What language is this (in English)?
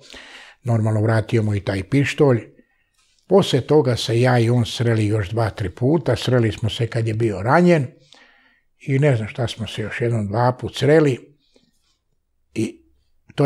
Serbian